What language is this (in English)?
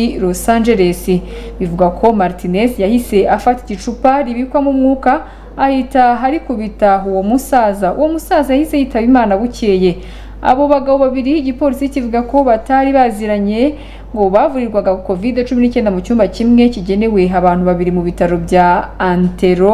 Kinyarwanda